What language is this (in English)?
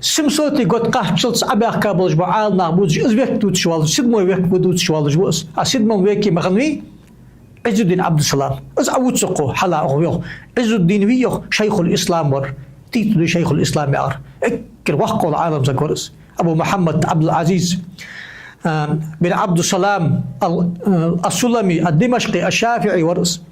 Ingush